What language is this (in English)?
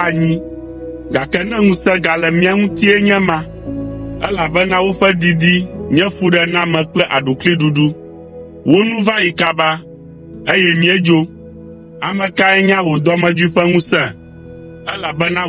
Ewe